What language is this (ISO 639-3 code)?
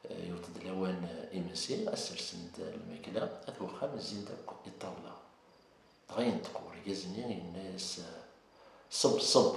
kab